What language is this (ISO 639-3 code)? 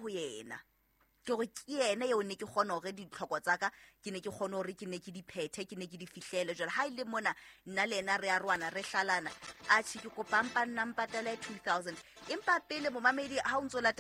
sot